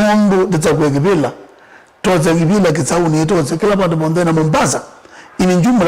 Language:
Kamba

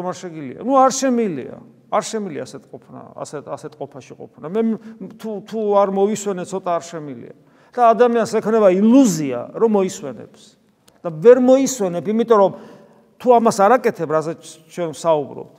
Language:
Georgian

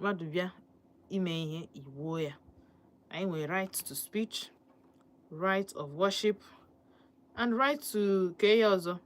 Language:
Igbo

